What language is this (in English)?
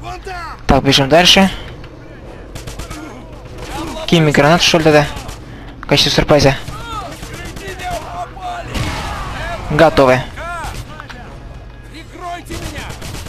Russian